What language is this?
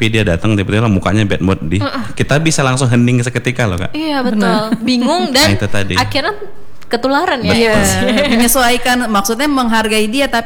Indonesian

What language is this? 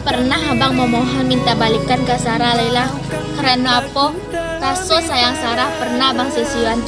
Minangkabau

